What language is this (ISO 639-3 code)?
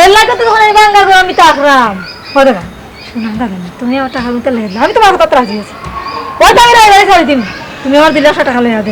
syl